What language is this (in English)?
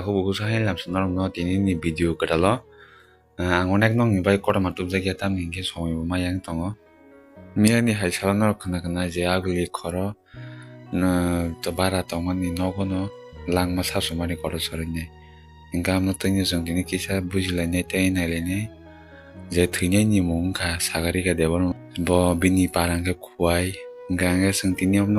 Kok Borok